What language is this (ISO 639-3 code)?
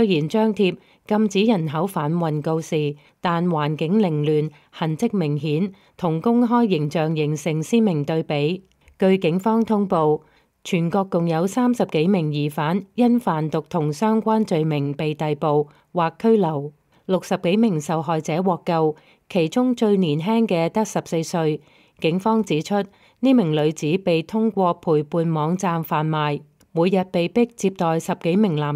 yue